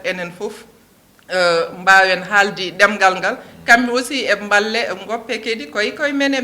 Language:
Fula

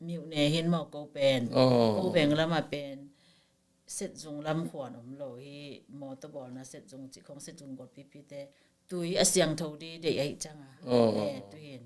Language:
Tedim Chin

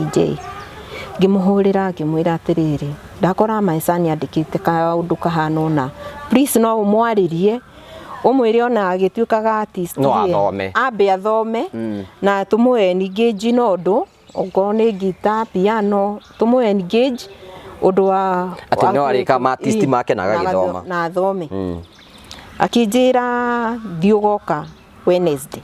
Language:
Kikuyu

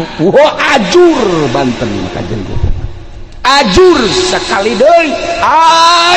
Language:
Sundanese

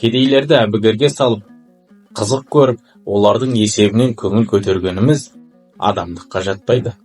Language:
Kazakh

